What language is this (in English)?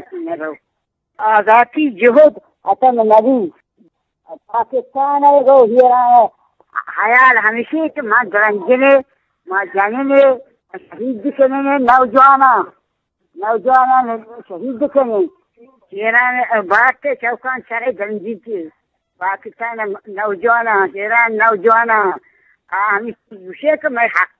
Urdu